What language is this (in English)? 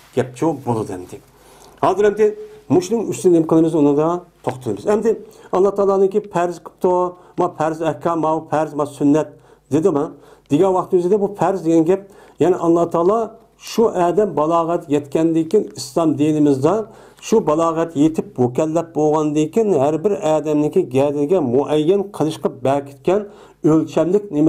Uyghur